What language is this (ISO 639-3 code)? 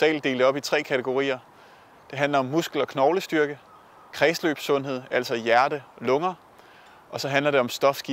dan